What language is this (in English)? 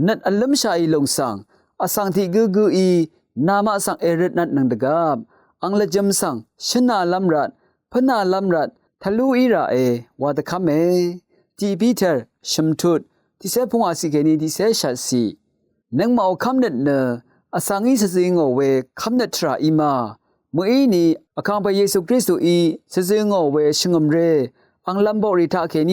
Rawang